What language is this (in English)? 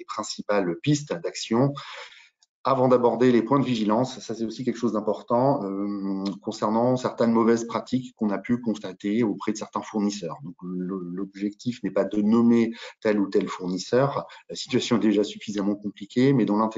French